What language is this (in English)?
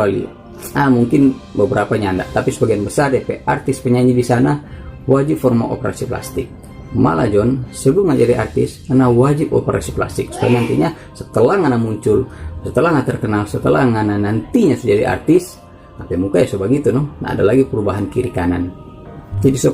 Manado Malay